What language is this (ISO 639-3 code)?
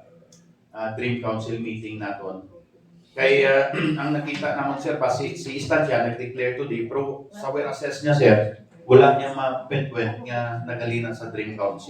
hil